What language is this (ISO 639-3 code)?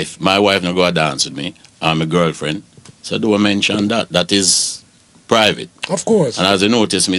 jam